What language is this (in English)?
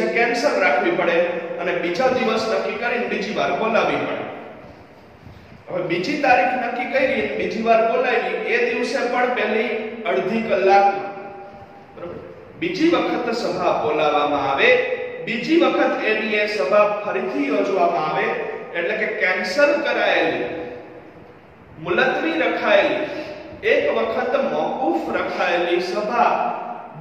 Gujarati